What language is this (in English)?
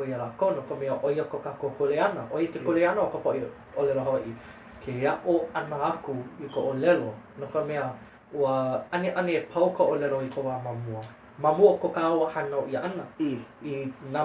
Hawaiian